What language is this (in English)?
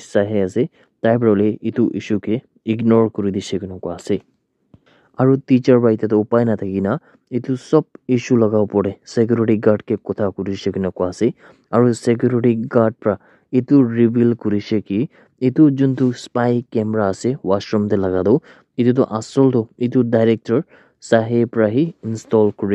Naga Pidgin